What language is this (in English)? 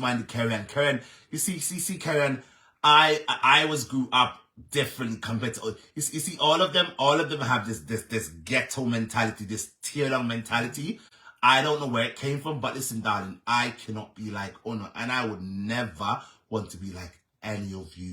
Jamaican Creole English